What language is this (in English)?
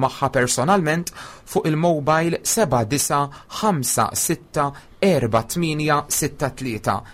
Maltese